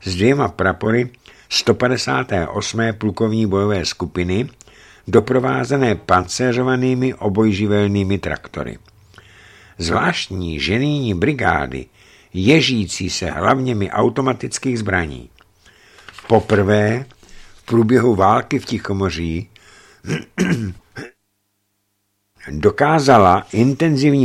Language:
Czech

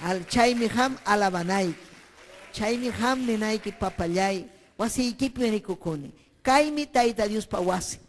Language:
Ayacucho Quechua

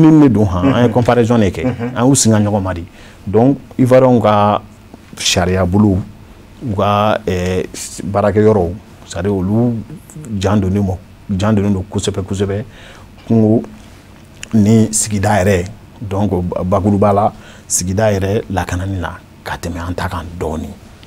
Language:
Bambara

